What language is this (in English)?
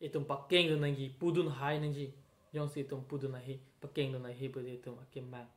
Karbi